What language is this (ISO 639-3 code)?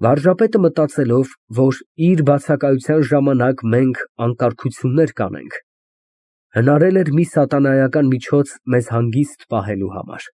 hye